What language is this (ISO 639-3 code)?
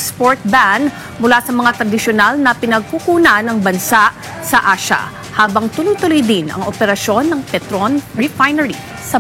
fil